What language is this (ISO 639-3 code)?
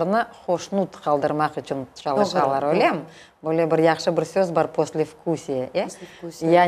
crh